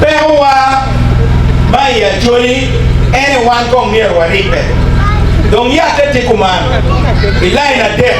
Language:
Acoli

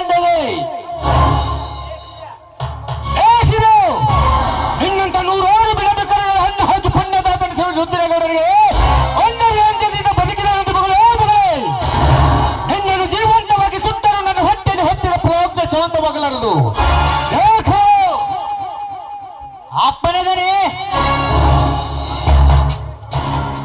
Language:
Kannada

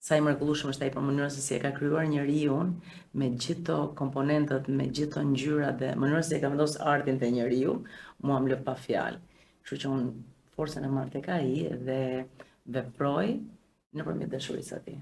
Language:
Albanian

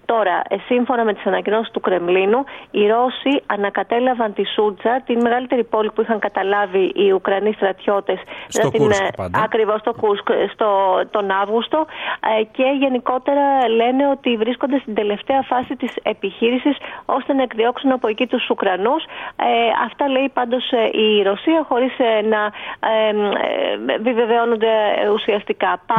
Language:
Greek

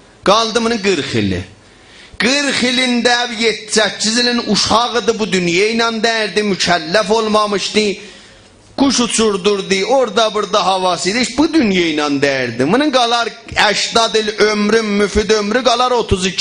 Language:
South Azerbaijani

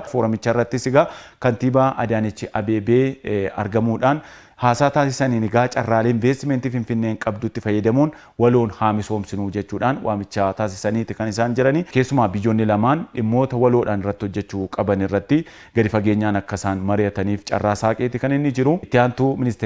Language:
Oromo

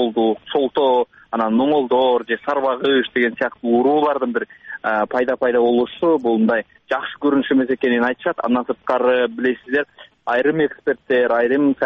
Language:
Kyrgyz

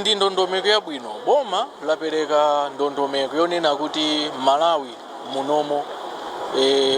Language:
Nyanja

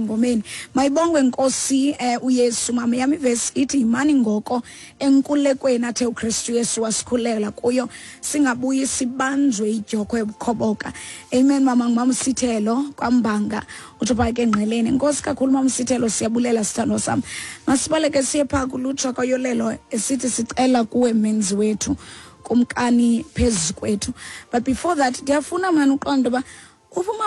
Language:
Xhosa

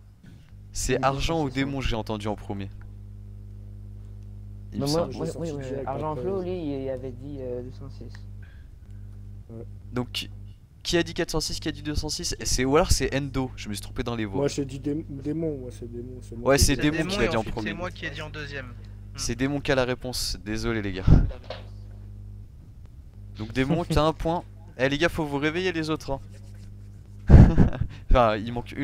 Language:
French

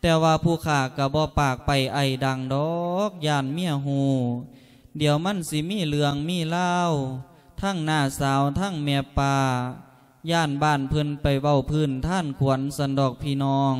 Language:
Lao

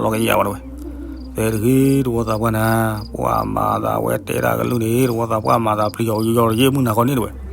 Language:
S'gaw Karen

